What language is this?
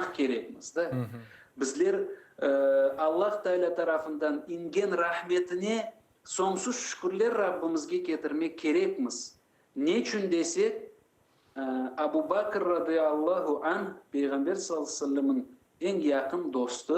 Crimean Tatar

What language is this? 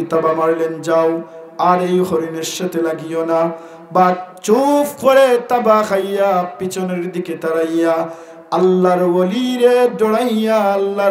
Sylheti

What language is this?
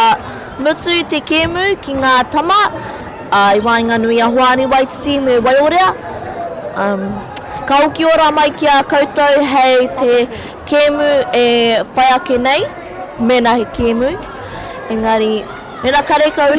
Māori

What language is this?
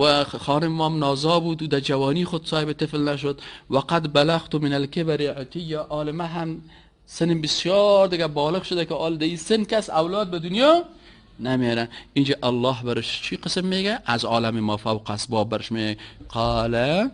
Persian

